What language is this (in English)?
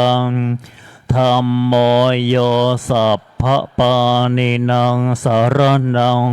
Pali